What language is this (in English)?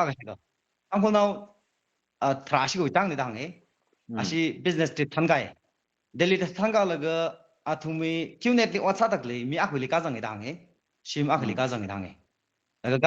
Tangkhul Naga (India)